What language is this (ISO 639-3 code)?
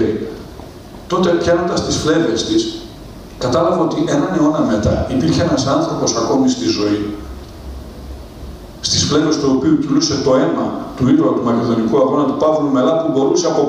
ell